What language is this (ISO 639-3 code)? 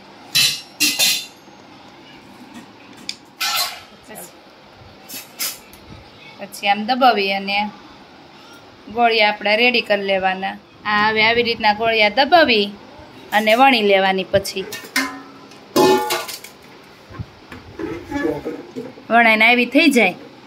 guj